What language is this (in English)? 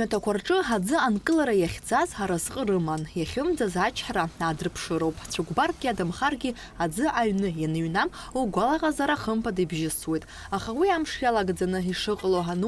Abkhazian